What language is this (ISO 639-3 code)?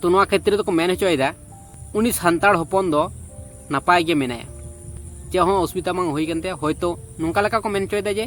sat